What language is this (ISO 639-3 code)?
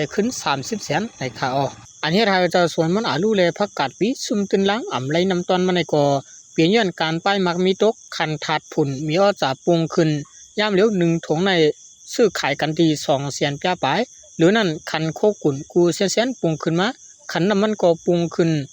shn